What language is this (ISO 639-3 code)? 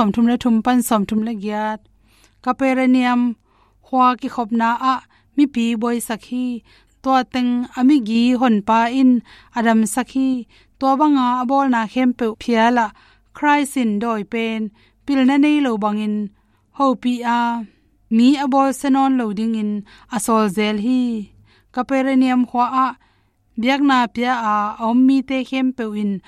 ctd